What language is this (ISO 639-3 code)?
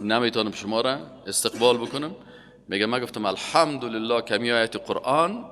fas